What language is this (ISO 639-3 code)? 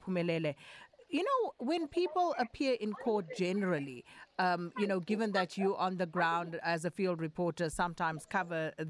eng